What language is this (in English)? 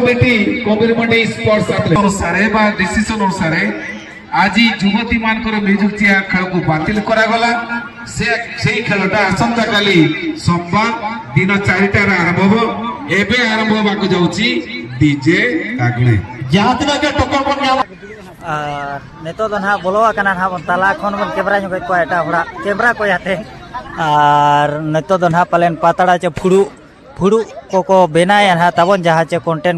Santali